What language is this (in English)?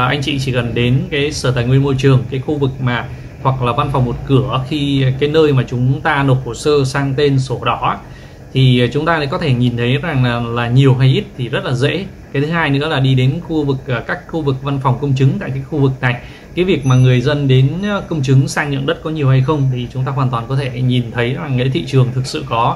Vietnamese